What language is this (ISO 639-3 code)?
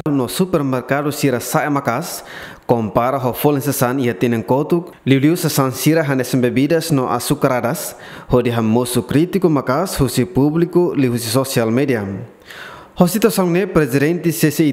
tet